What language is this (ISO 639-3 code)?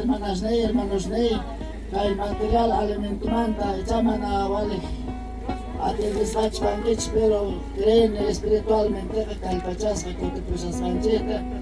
quh